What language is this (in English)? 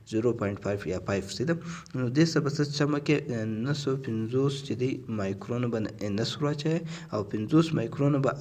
Pashto